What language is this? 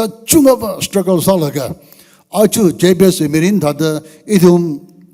Tangkhul Naga (India)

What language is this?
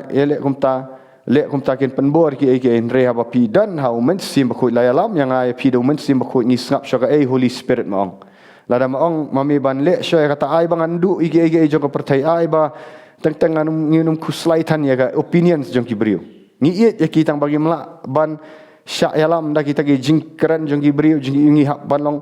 Khasi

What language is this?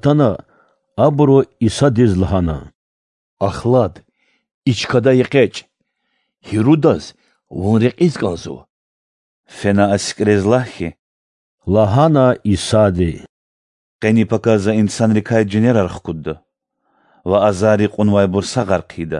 Lezghian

